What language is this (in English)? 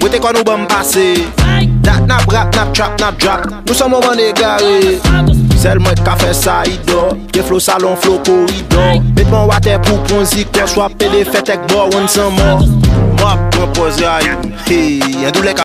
Haitian Creole